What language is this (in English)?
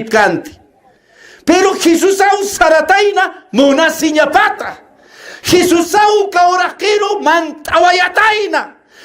Aymara